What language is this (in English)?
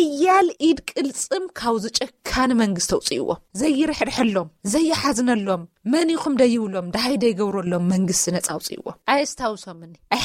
Tigrinya